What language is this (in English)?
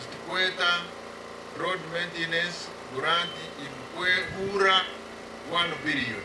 Nyankole